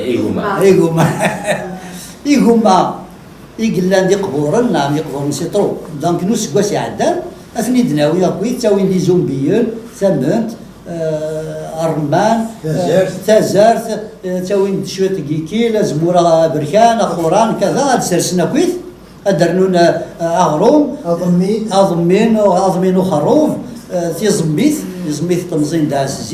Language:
Kabyle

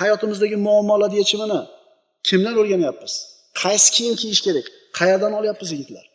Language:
Uzbek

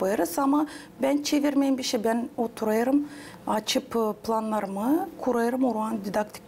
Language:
Gagauz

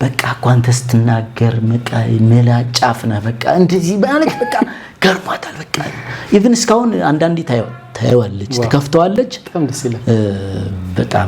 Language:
Amharic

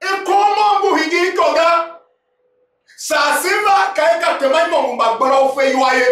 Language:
Tiv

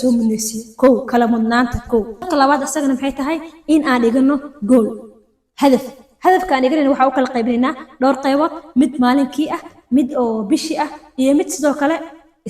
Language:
Somali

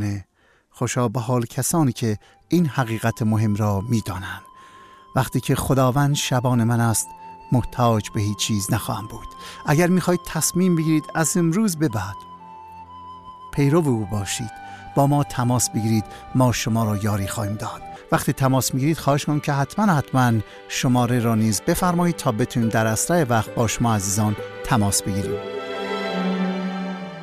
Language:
Persian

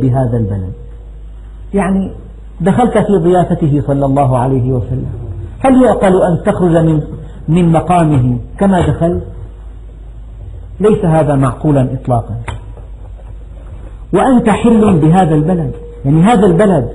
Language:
Arabic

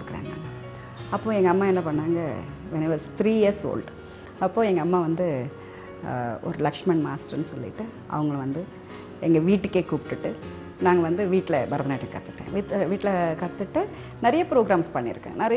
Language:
Tamil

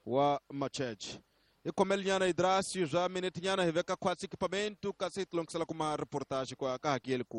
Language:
Tsonga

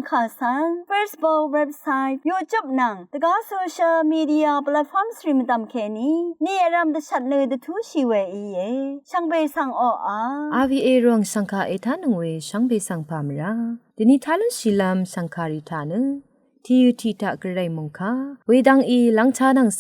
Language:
Rawang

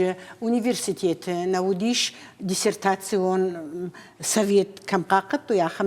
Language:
Ossetic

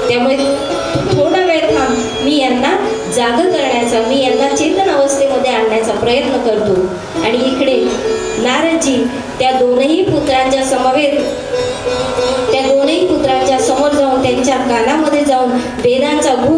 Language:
Marathi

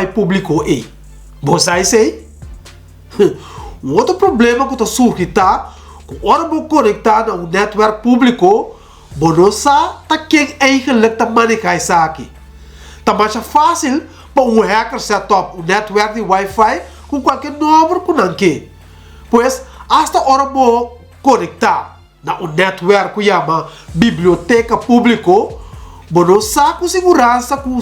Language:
Papiamento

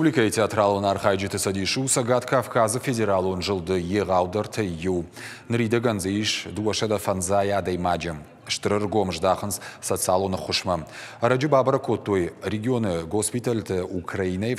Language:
Ossetic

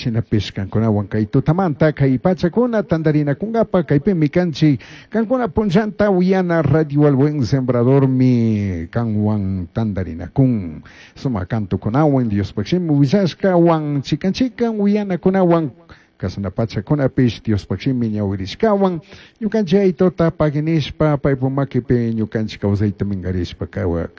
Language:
Chimborazo Highland Quichua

